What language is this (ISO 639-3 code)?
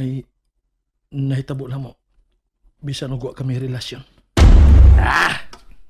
ceb